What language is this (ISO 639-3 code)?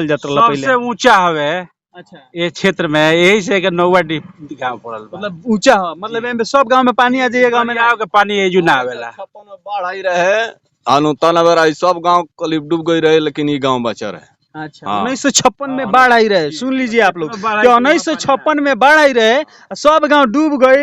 bho